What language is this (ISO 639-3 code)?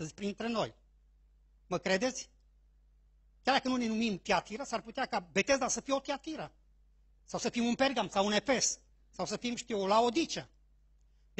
ron